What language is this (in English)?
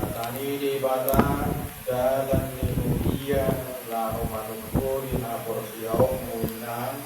Batak Toba